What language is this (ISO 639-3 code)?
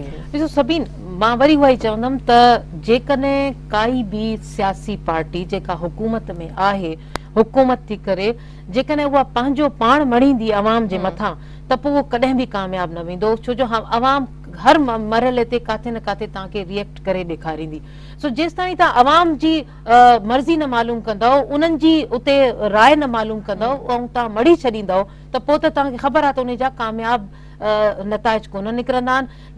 snd